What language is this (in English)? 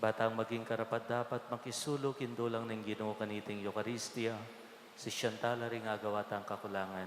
Pampanga